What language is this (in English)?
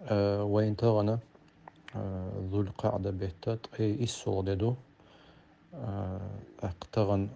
Chechen